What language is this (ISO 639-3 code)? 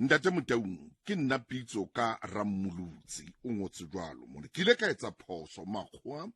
sot